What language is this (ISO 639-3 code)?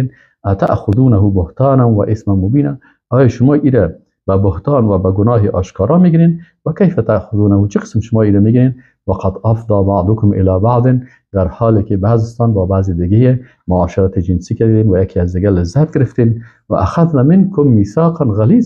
fas